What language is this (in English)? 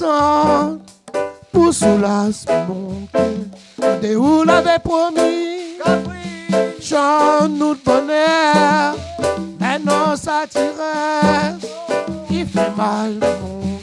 Réunion Creole French